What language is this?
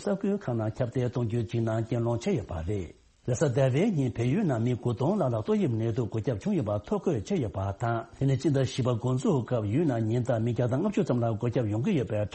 Tibetan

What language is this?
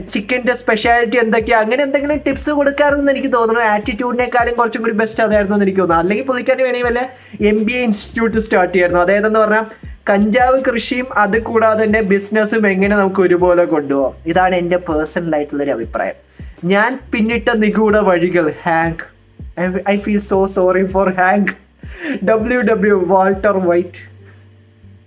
Malayalam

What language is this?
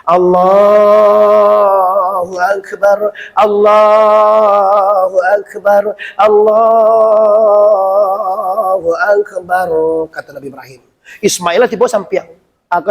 Minangkabau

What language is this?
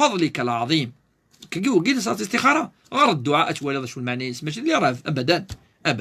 Kabyle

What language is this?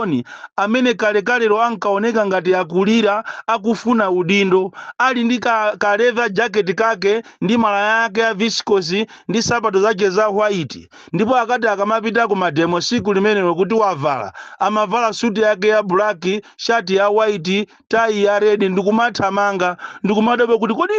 Nyanja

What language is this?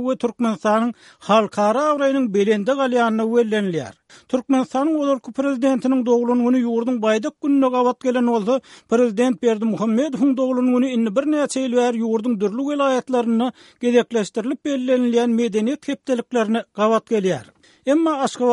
Turkmen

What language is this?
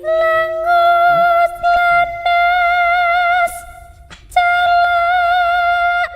Javanese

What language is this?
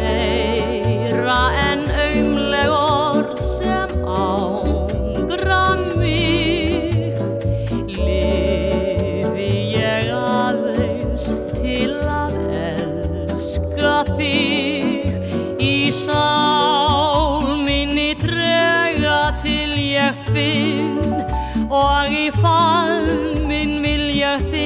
Icelandic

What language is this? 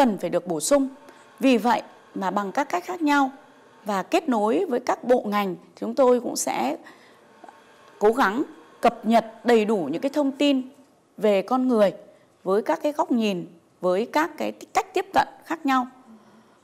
Vietnamese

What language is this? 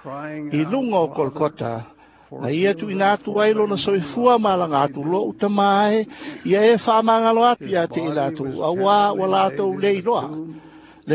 Samoan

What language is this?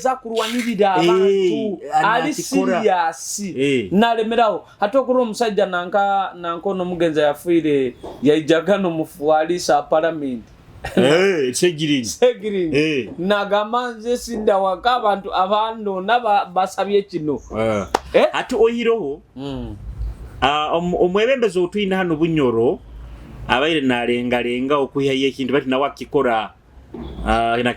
Nyoro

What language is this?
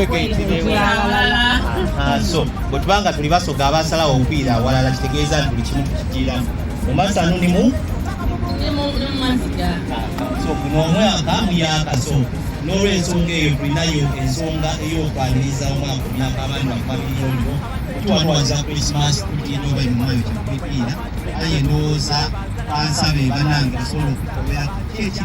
Soga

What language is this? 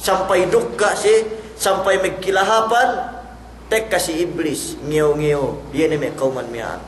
Yakan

